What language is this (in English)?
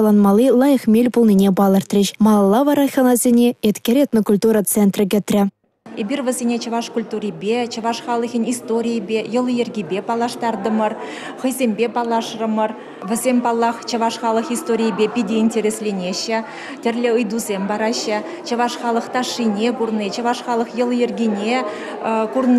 Chuvash